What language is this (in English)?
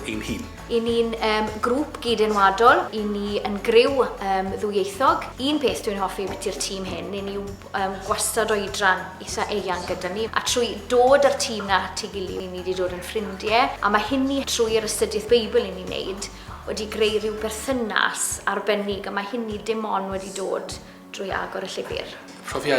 Welsh